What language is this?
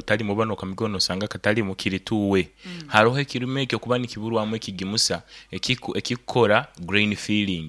Nyoro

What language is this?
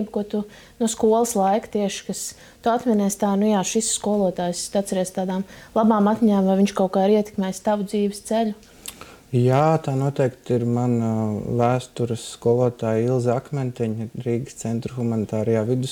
Latvian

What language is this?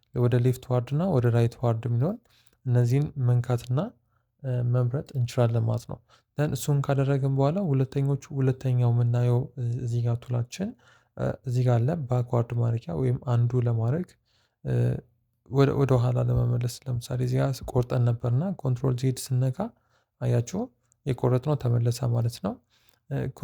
Amharic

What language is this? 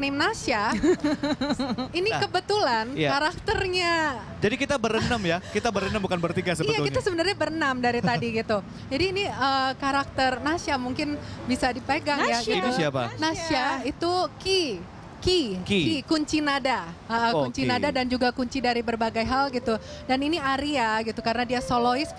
Indonesian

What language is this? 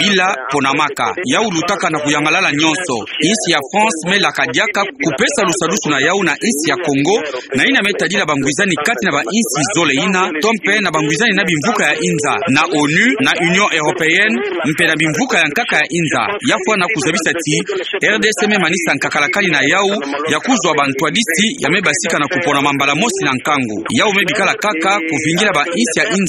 Kituba (Democratic Republic of Congo)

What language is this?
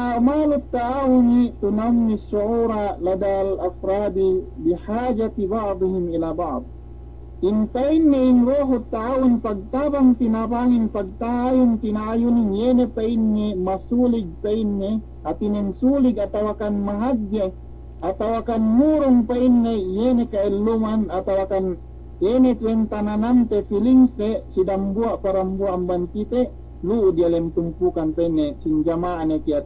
Yakan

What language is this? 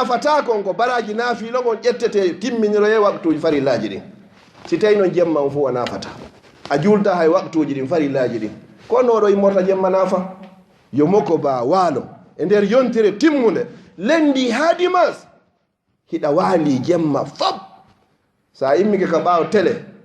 Fula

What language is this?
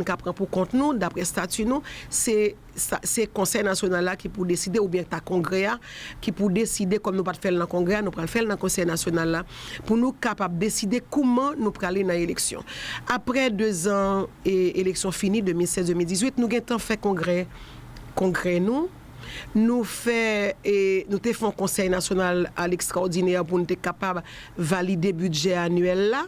Haitian Creole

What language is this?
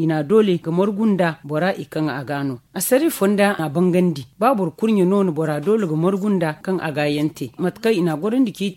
Zarma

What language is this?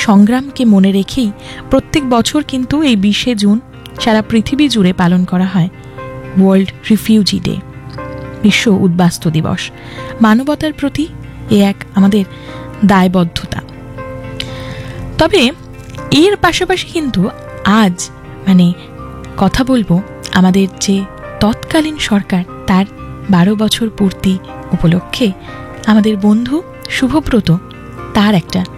Bangla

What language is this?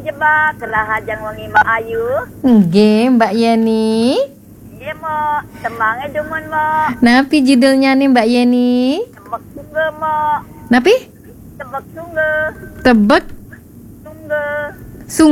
Balinese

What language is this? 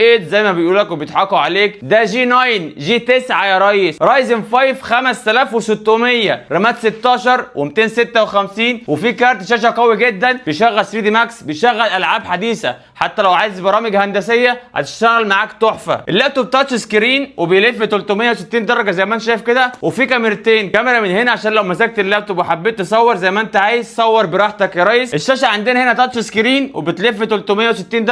Egyptian Arabic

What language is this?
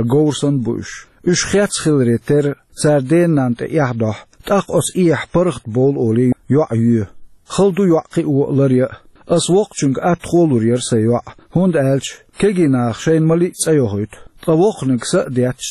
Chechen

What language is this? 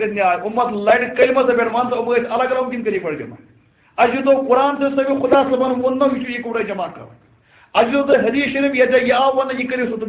Kashmiri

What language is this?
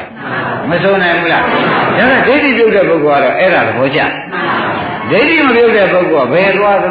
Burmese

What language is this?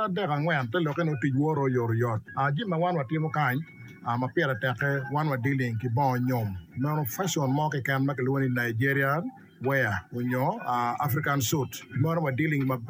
Acoli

